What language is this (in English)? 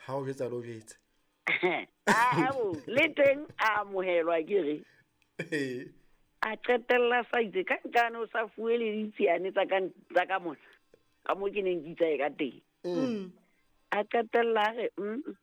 Southern Sotho